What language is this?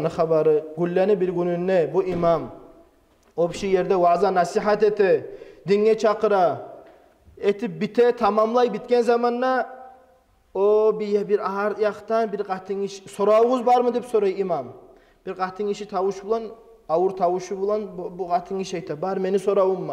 Kumyk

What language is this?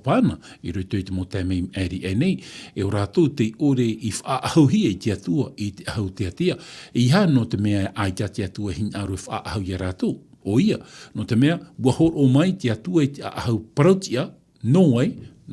Tahitian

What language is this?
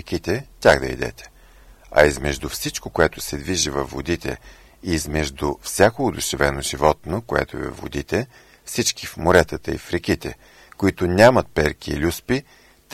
Bulgarian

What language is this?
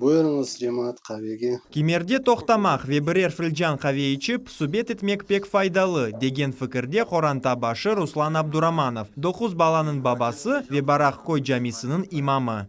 Crimean Tatar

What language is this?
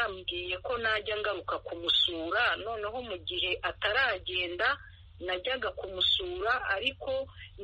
Kinyarwanda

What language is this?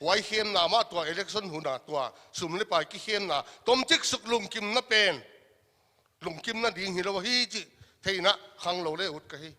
Paite Chin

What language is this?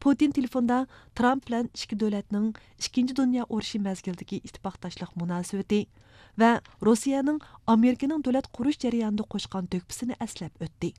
Uyghur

